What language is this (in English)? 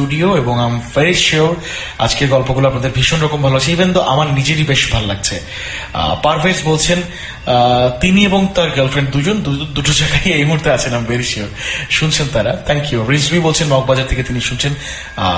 Bangla